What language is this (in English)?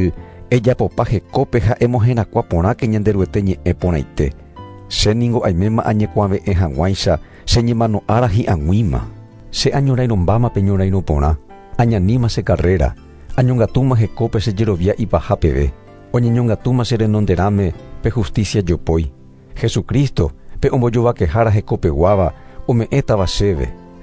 Guarani